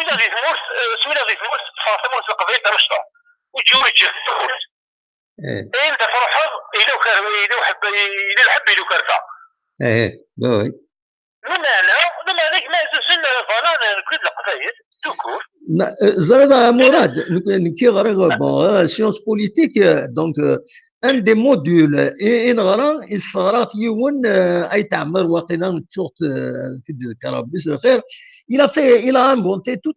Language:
Kabyle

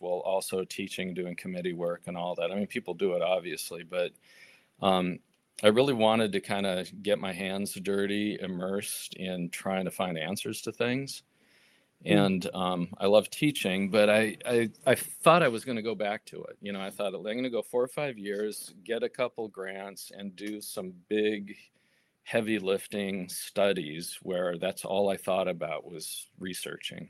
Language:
English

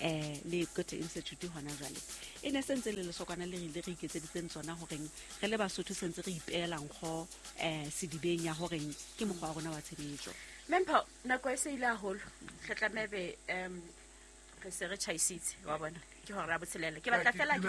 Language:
Southern Sotho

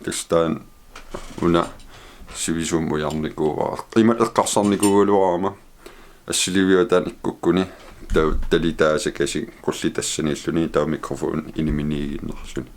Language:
Kalaallisut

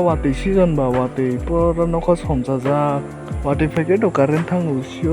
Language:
Kok Borok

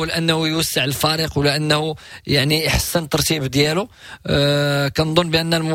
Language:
Moroccan Arabic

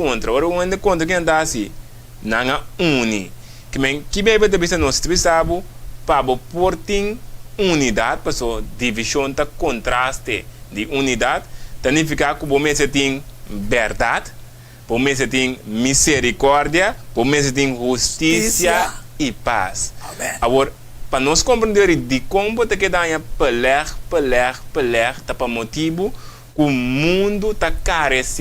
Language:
Papiamento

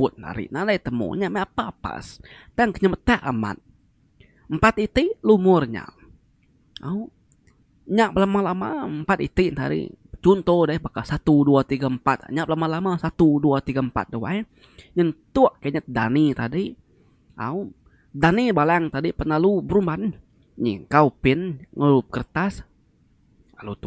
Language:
Iban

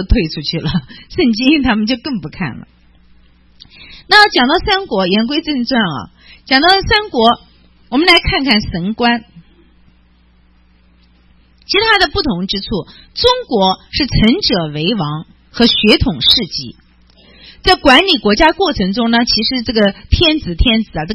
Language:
Chinese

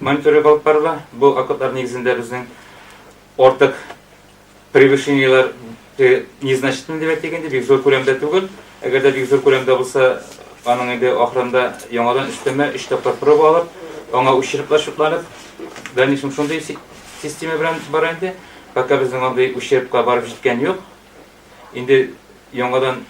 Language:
Tatar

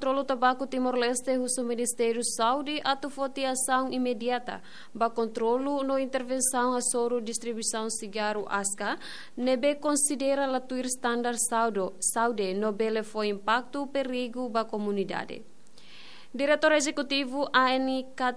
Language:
Tetum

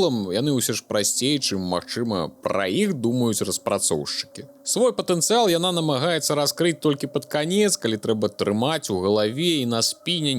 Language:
Belarusian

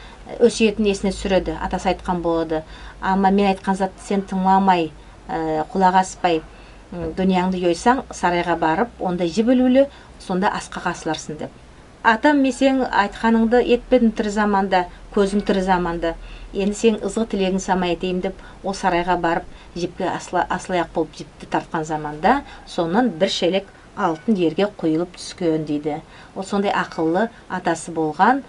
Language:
Nogai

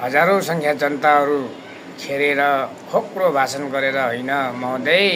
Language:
Nepali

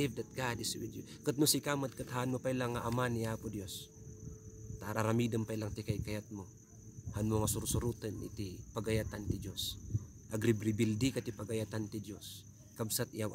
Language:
Iloko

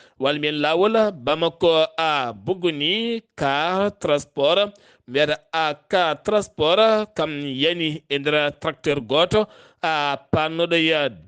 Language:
Fula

